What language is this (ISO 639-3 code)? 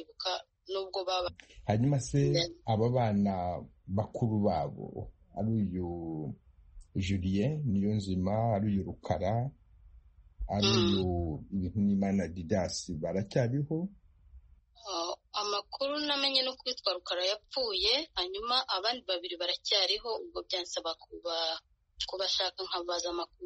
kin